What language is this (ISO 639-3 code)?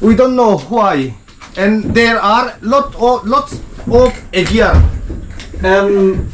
lus